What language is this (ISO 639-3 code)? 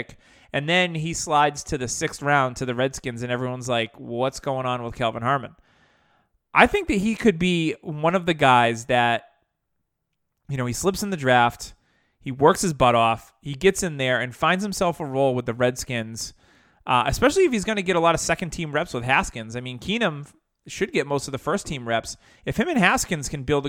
eng